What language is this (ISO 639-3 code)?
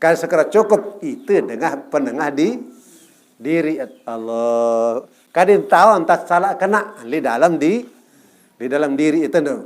sas